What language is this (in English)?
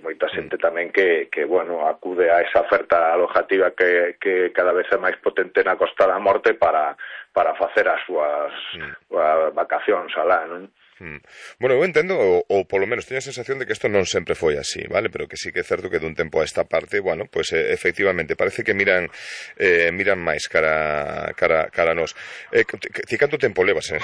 Galician